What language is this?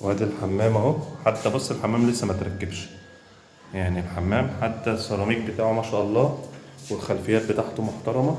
Egyptian Arabic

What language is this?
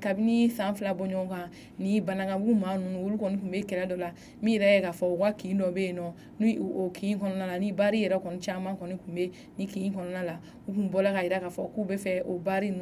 Bambara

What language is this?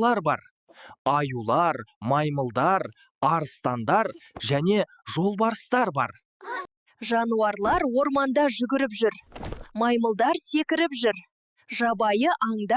Kazakh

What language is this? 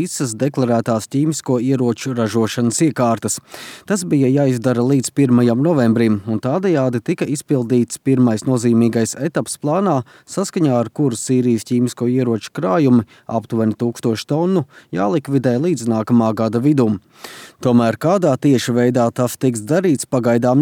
Latvian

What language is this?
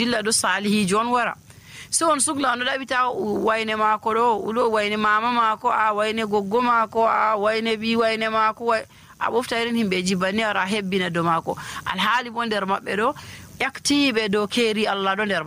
Nigerian Fulfulde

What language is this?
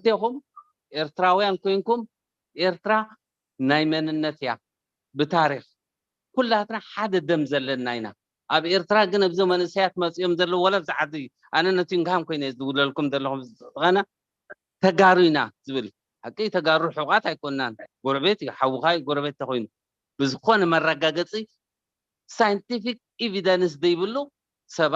Tigrinya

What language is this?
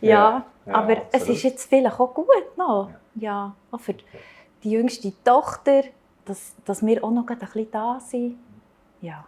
Swiss German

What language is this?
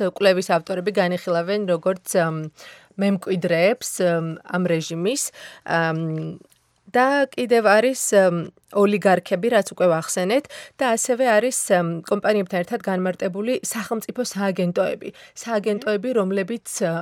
Georgian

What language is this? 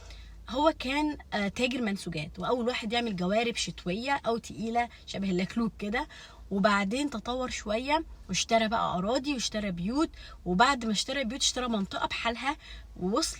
Egyptian Arabic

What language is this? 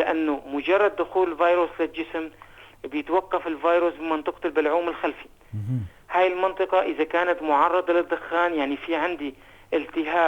North Levantine Arabic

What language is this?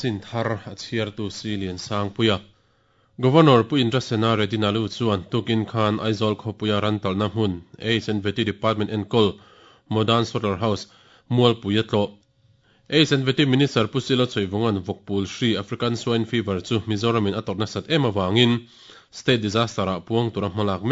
Mizo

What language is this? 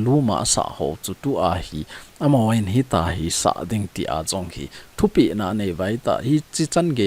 Thado Chin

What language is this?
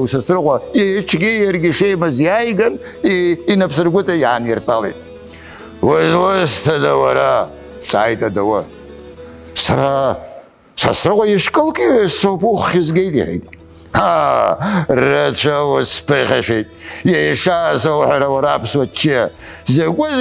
Abkhazian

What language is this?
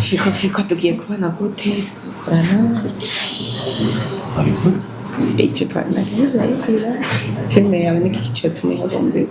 Rundi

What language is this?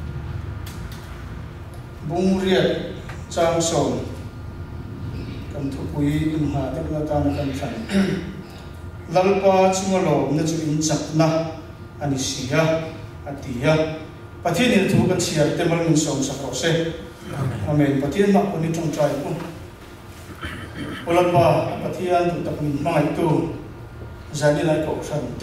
Mizo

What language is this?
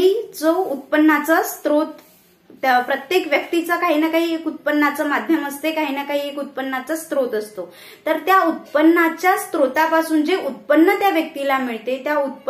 Marathi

